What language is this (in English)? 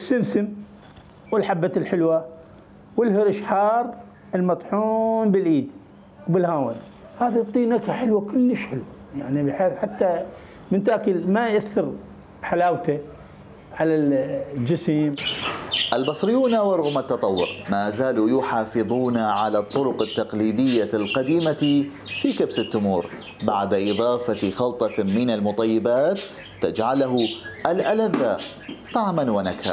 Mesopotamian Arabic